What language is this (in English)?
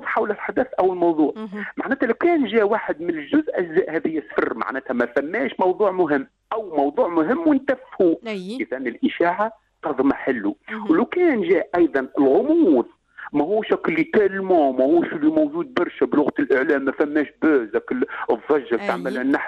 Tunisian Arabic